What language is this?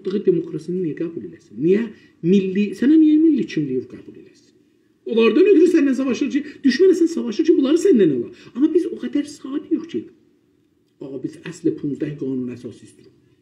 South Azerbaijani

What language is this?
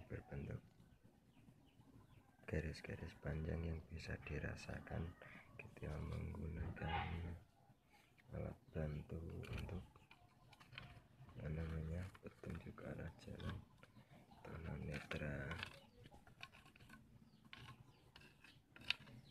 Indonesian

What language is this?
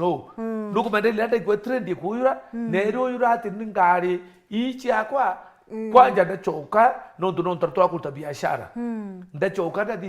Meru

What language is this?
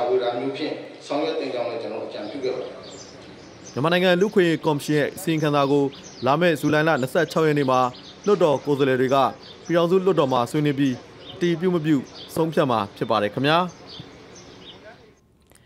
Burmese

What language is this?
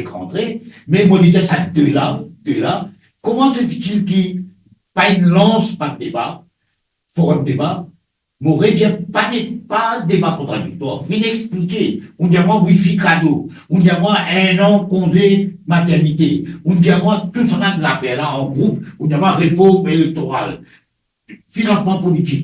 Morisyen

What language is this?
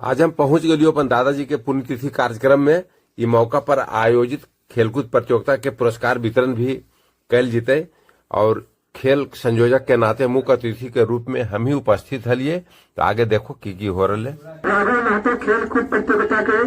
Magahi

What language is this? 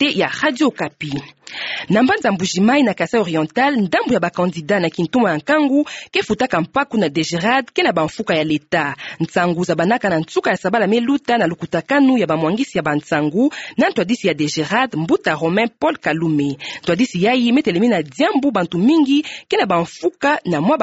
Kituba (Democratic Republic of Congo)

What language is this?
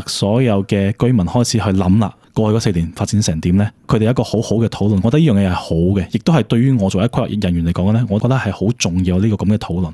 Cantonese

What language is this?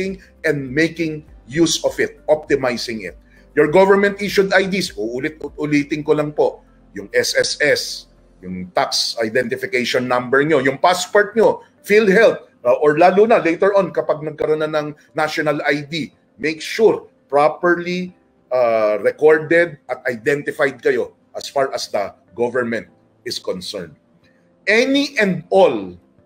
Filipino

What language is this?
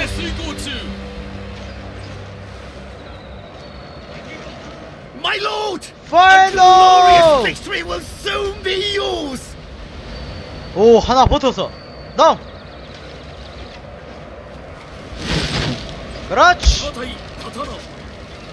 Korean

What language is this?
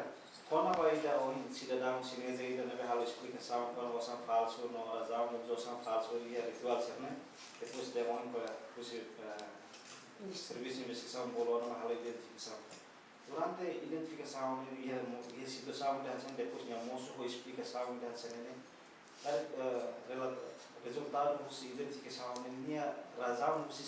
Tetum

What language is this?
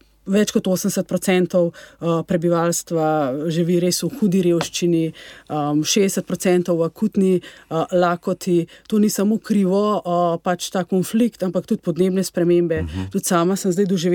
Slovenian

